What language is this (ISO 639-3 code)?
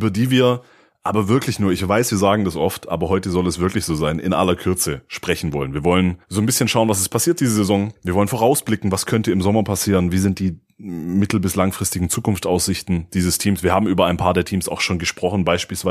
deu